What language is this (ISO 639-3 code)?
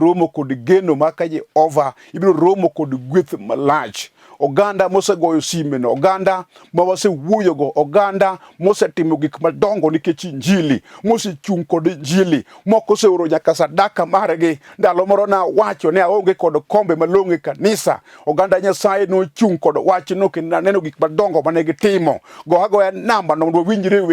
luo